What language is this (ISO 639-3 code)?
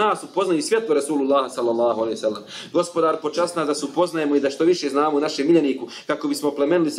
bos